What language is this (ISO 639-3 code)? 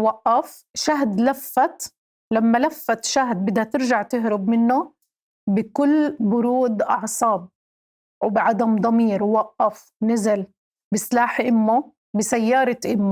apc